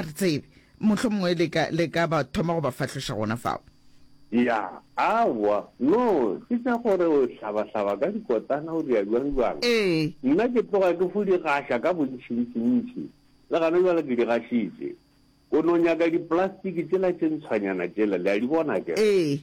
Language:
Northern Sotho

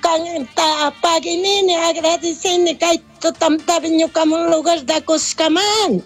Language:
Chimborazo Highland Quichua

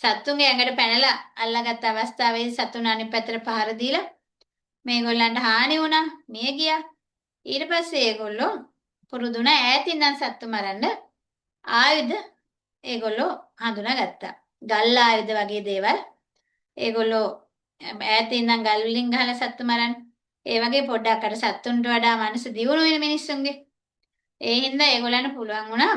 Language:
Sinhala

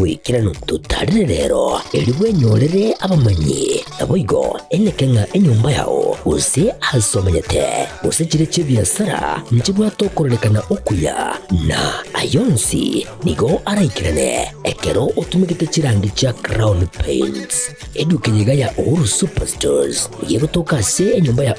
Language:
Gusii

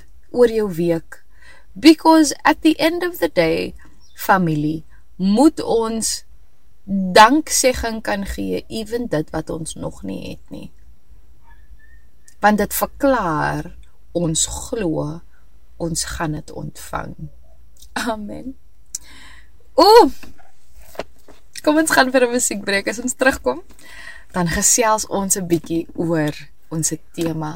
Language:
Afrikaans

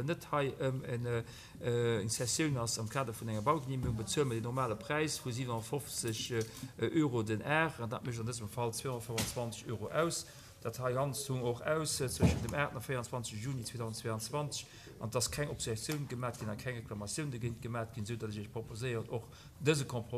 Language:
Luxembourgish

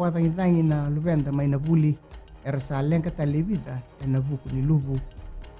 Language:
Fijian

